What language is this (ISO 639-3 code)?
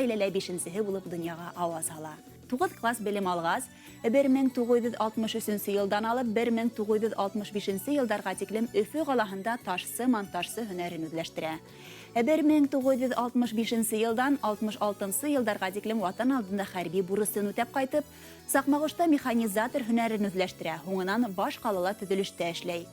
bak